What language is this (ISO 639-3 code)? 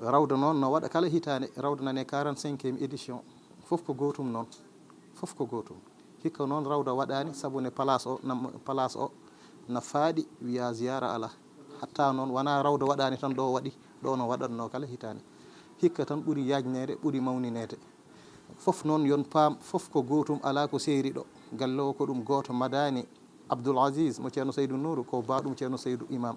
ful